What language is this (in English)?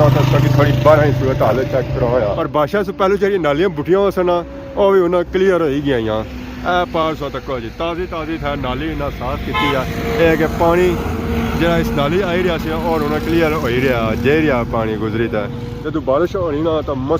Pahari-Potwari